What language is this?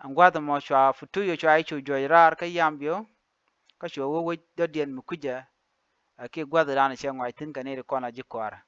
Nuer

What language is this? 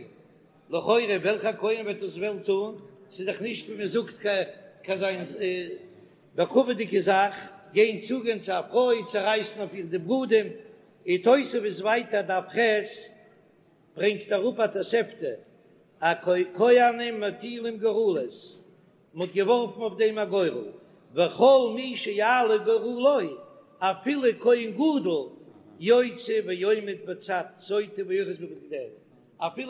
Yiddish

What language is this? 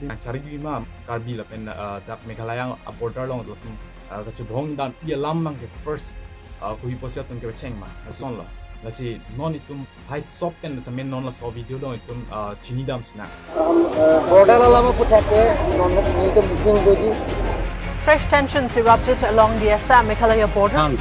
Karbi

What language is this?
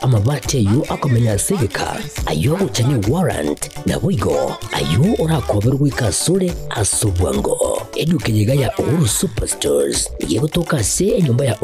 Gusii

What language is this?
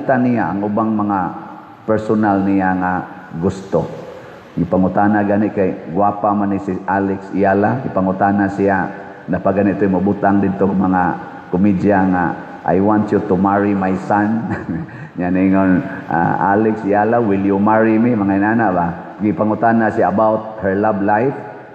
Cebuano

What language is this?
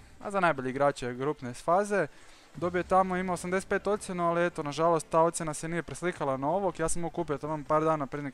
Croatian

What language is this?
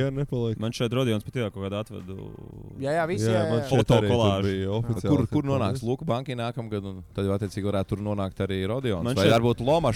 Latvian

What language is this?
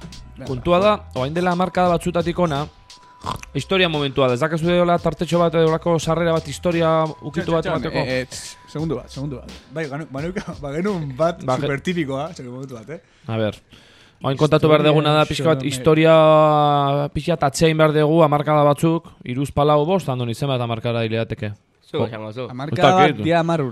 Basque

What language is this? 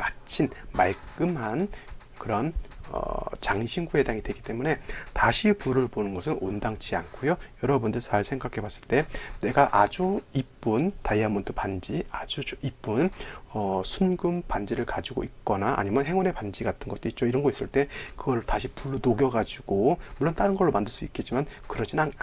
Korean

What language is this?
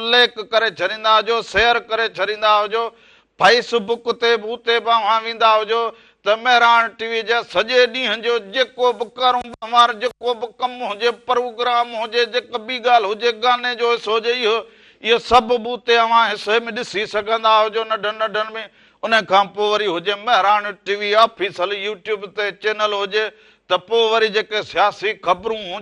Sindhi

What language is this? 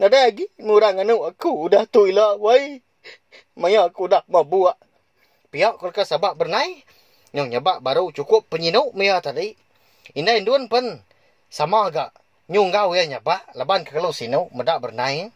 Iban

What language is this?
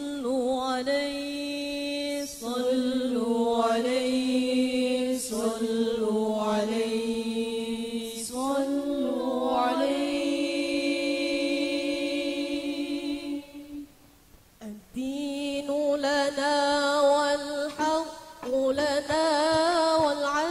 Arabic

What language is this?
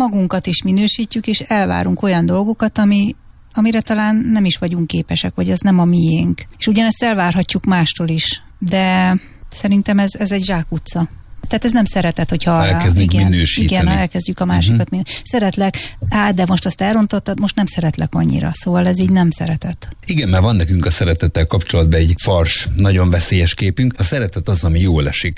Hungarian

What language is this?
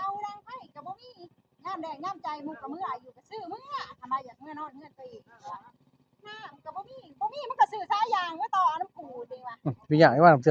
Lao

